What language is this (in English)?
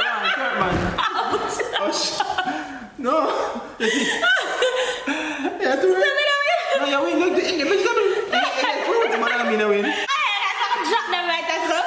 Jamaican Creole English